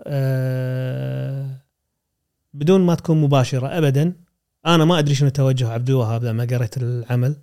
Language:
Gulf Arabic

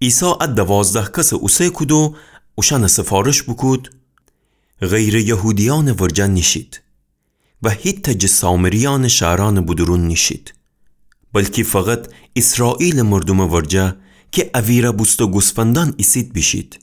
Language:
Gilaki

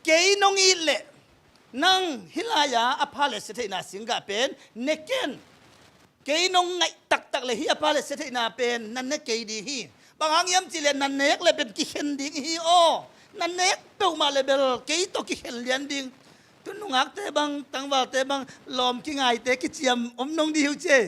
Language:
Tedim Chin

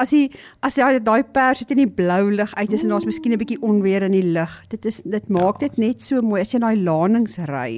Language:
Afrikaans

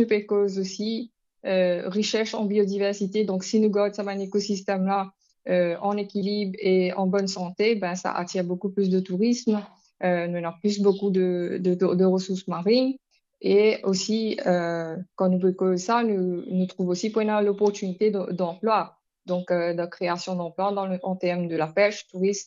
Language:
Morisyen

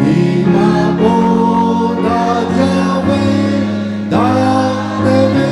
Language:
Lahu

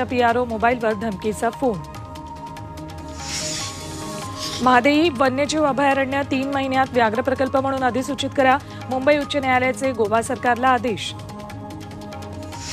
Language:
Marathi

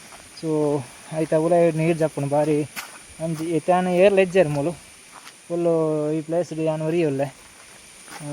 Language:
Tulu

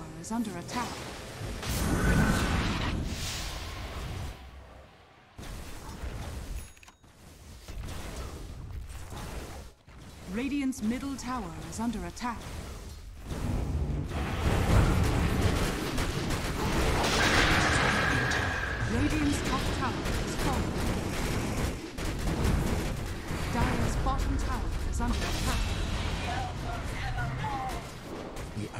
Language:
English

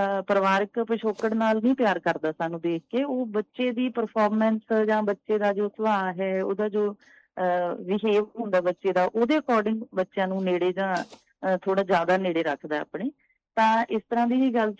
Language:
Punjabi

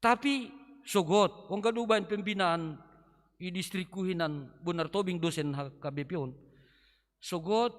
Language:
Batak Simalungun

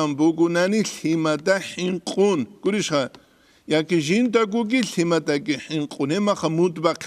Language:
Avaric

